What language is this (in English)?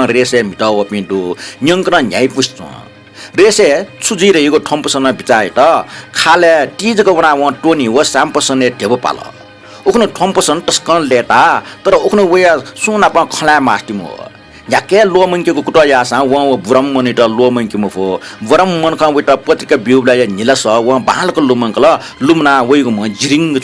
Newari